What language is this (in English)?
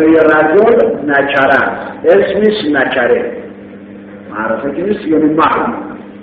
Persian